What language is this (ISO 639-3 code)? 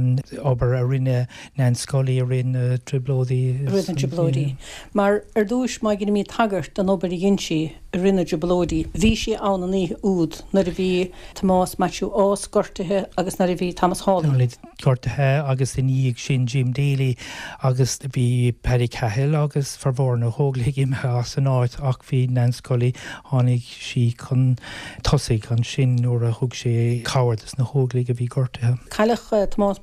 gle